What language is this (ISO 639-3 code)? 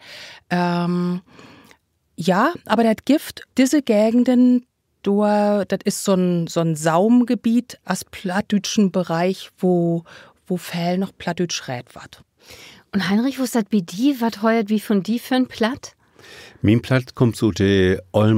nds